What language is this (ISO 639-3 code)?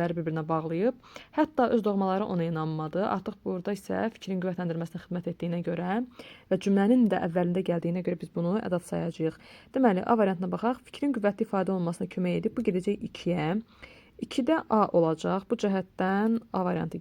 aze